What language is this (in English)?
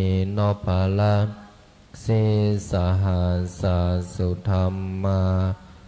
Pali